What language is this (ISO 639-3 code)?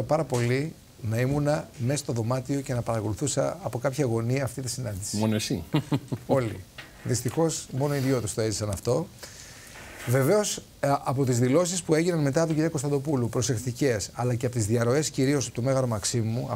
ell